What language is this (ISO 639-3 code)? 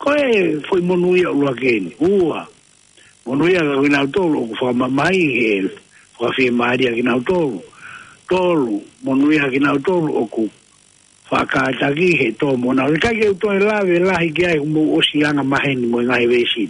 ton